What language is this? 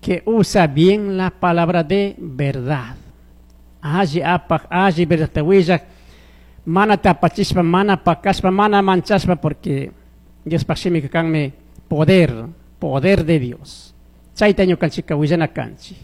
Chimborazo Highland Quichua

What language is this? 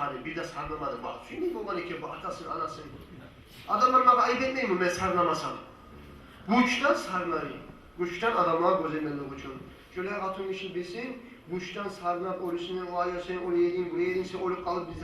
Kumyk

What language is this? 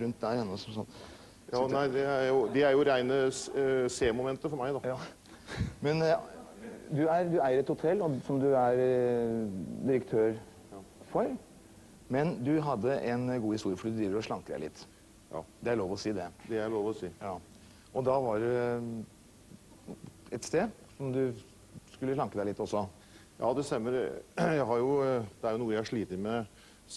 Norwegian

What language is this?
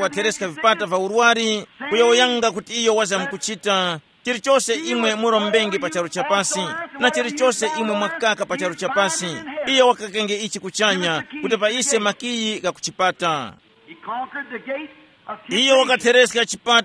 Tumbuka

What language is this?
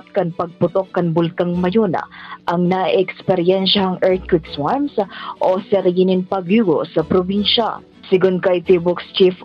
Bikol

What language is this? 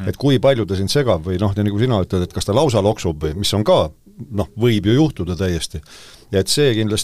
Estonian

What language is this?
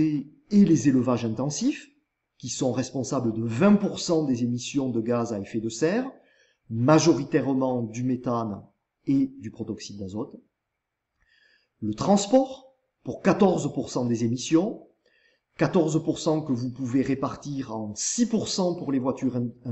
French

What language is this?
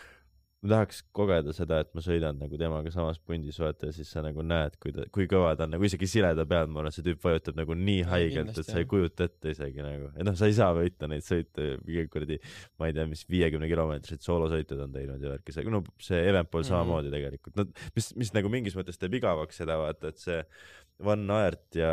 Estonian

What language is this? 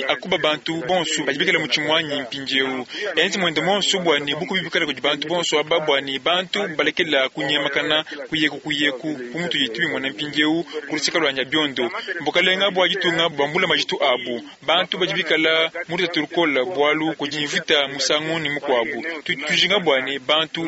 Luba-Lulua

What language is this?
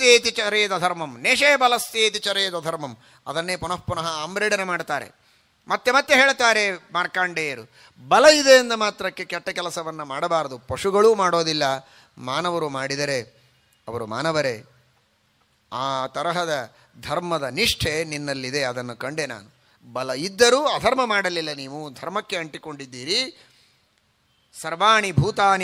Kannada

